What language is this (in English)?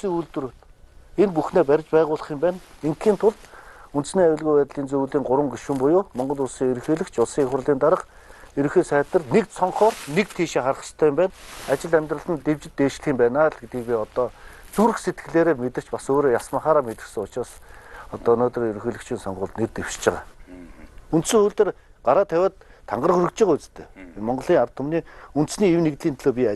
Mongolian